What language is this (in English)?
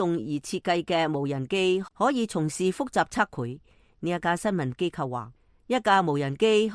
Cantonese